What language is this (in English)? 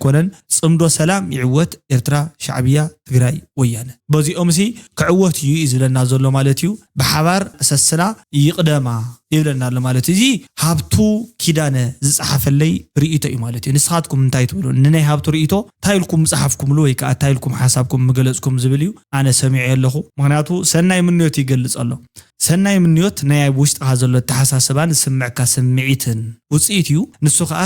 Tigrinya